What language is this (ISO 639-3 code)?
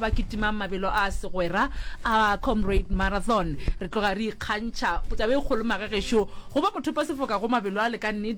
nso